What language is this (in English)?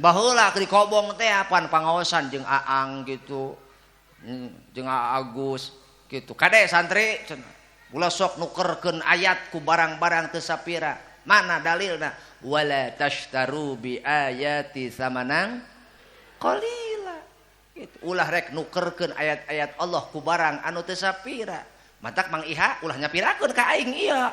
Sundanese